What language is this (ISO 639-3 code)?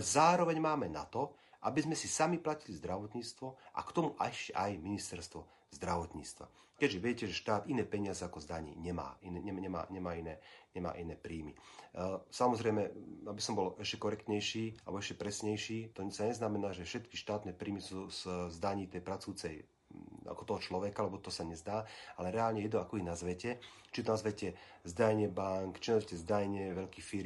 slk